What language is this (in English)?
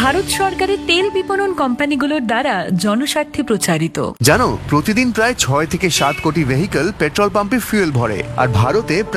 Bangla